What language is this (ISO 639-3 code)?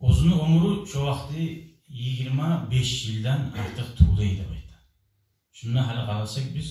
kum